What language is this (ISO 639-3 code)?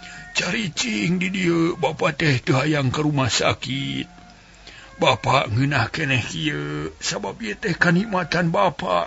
sun